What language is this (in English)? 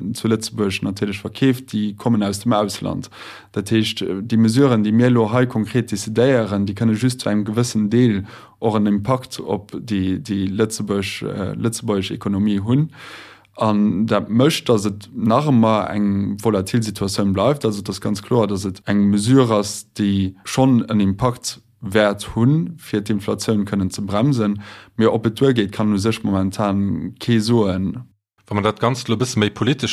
Luxembourgish